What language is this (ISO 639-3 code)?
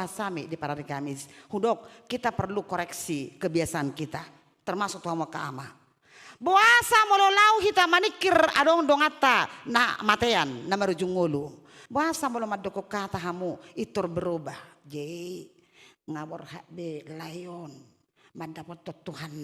bbc